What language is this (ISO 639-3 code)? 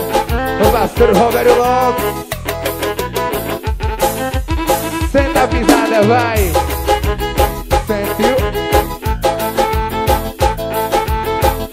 por